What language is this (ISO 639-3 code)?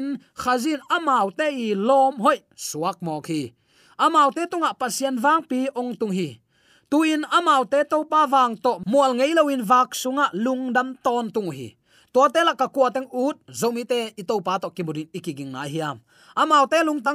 ctd